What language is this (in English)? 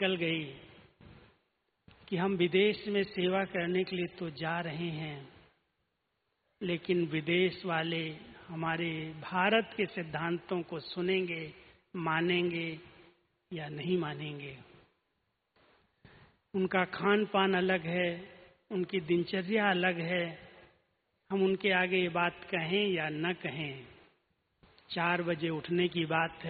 Hindi